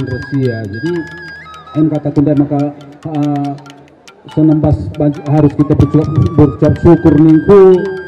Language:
Batak Karo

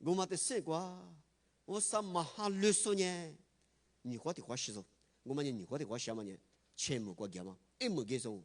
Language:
Lisu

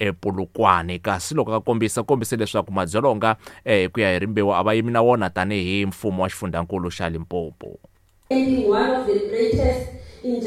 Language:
Tsonga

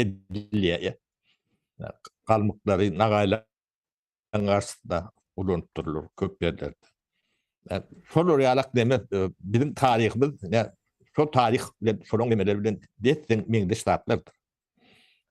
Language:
Turkmen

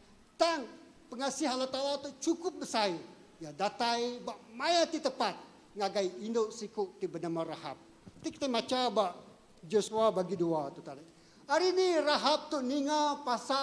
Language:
Iban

